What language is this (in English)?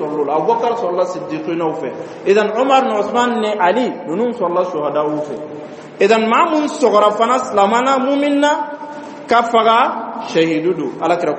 Dyula